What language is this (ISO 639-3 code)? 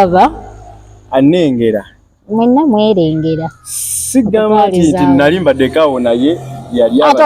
lug